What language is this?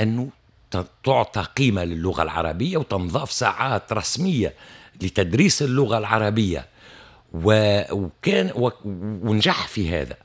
Tunisian Arabic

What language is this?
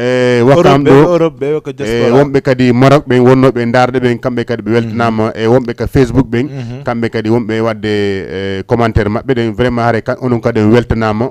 Fula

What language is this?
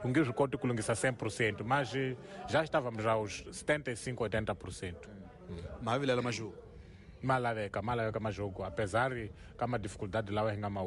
Tsonga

